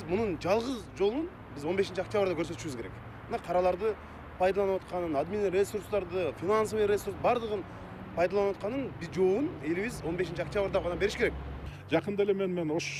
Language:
Kyrgyz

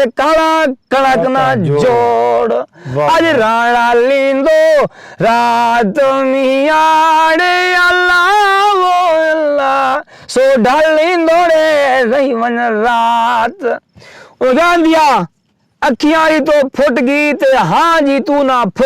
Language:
Saraiki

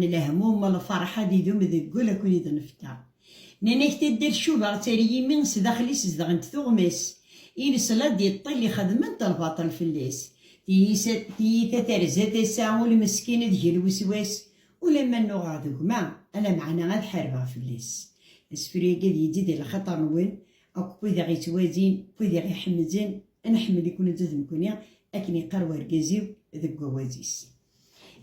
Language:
Kabyle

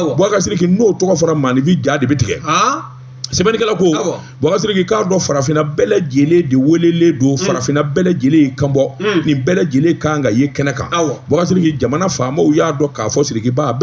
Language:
Bambara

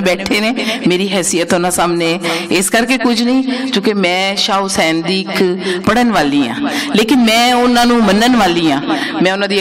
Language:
Western Panjabi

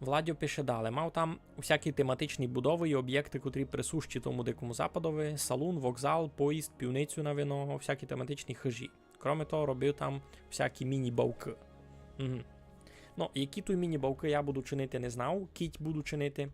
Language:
Rusyn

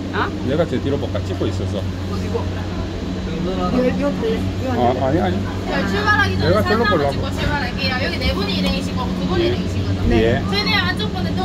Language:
Korean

